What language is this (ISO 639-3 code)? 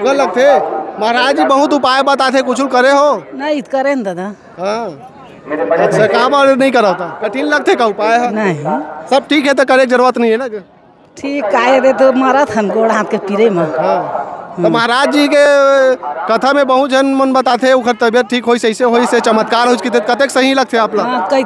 hne